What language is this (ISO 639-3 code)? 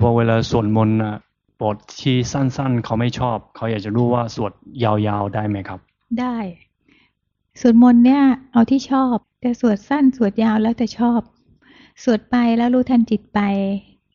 tha